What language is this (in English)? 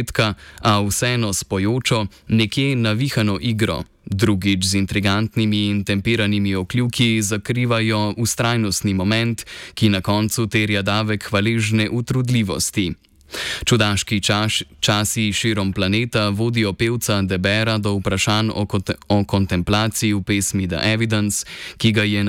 Slovenian